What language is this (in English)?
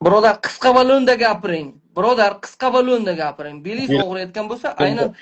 Uzbek